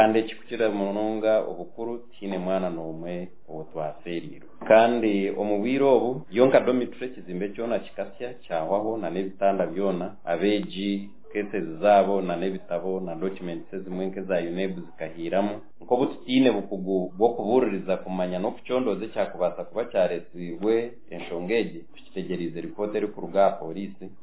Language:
Nyankole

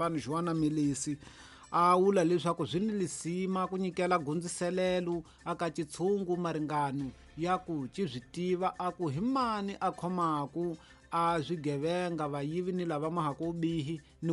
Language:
Tsonga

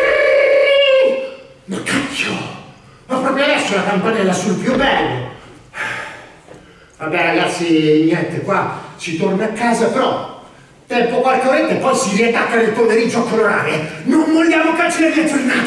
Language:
Italian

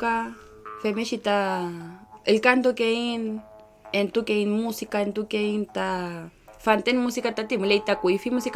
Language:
Mapuche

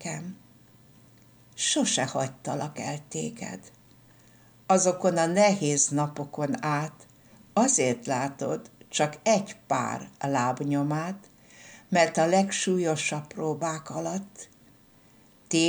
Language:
Hungarian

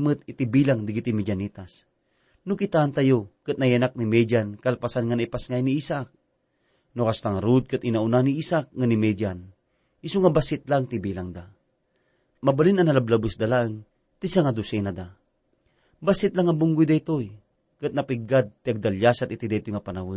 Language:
Iloko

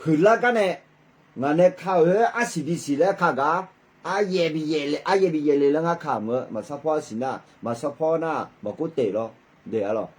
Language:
Akha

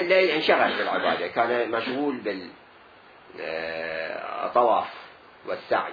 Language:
Mesopotamian Arabic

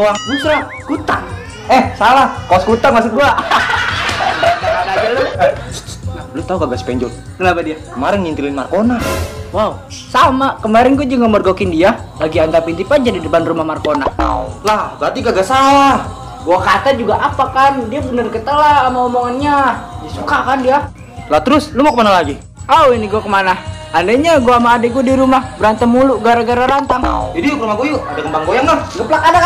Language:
Betawi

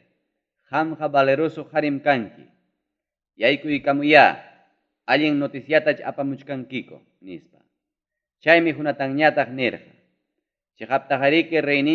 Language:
Ayacucho Quechua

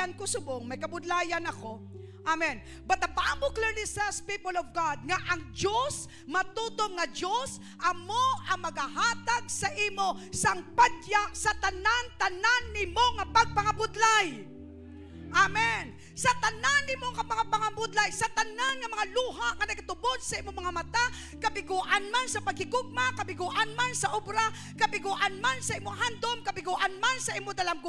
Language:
Hiligaynon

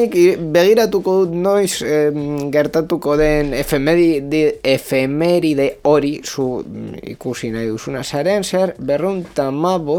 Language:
Basque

